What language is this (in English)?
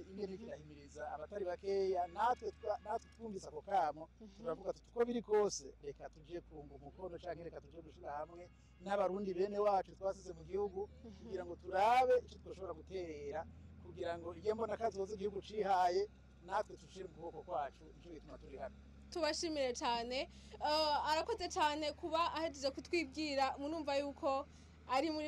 Rundi